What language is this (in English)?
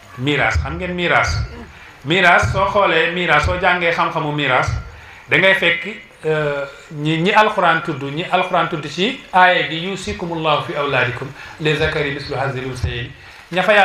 Wolof